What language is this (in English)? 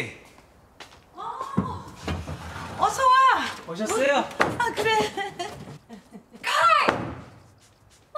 Korean